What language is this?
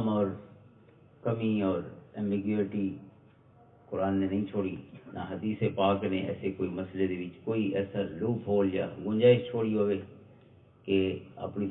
Western Panjabi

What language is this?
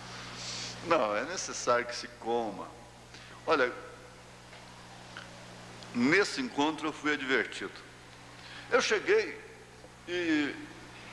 Portuguese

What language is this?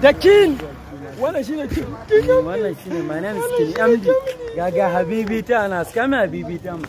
Hausa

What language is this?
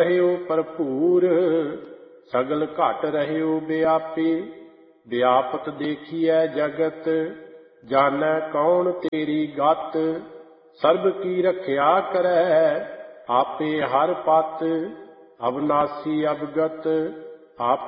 Punjabi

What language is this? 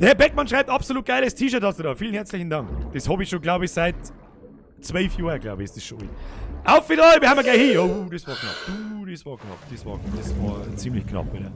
Bavarian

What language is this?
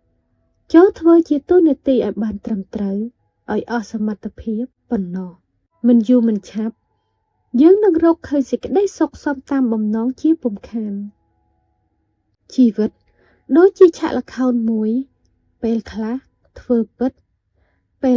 Khmer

